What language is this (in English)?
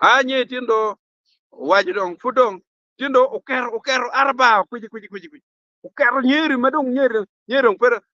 Acoli